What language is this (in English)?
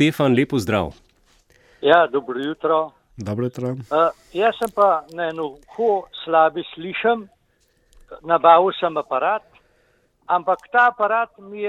Slovenian